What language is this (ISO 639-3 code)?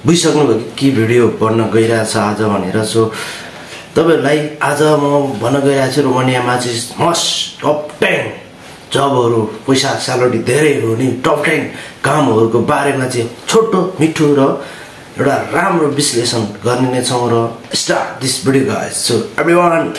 nep